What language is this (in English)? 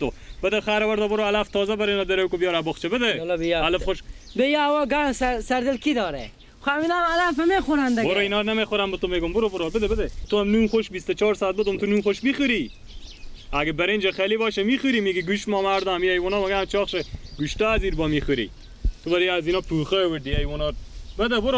Persian